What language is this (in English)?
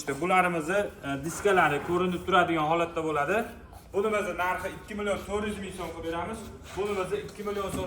Uzbek